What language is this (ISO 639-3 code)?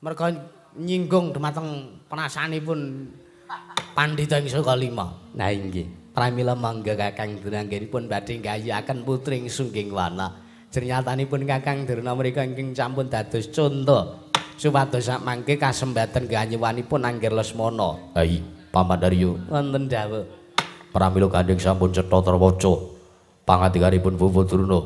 jav